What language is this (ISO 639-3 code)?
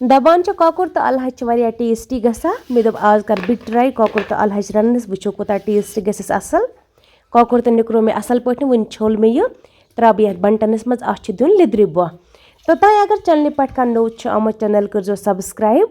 kas